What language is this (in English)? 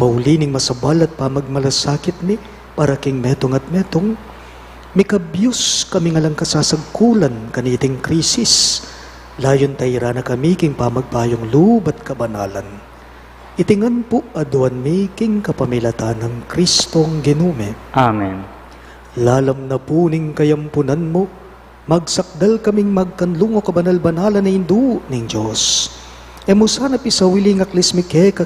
Pampanga